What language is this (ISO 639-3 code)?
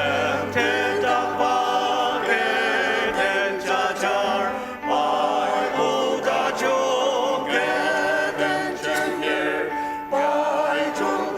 njo